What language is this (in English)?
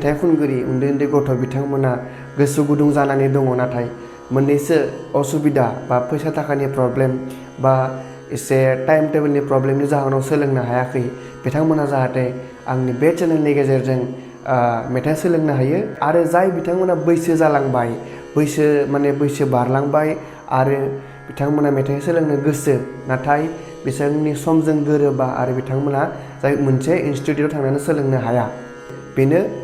Bodo